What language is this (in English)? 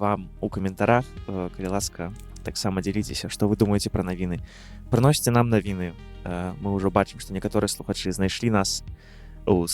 Belarusian